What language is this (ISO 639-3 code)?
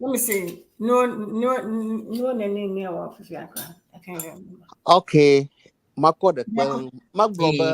ewe